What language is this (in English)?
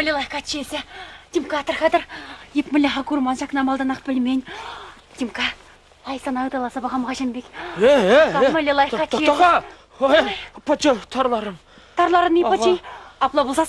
Chuvash